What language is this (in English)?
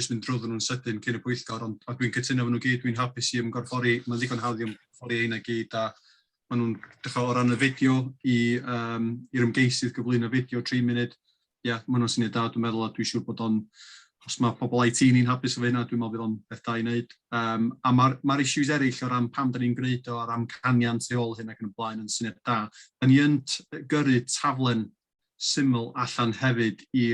Welsh